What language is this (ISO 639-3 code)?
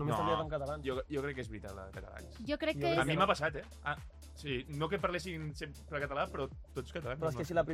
cat